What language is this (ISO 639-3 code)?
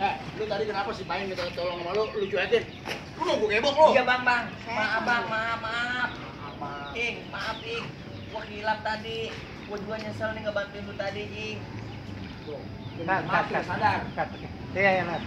bew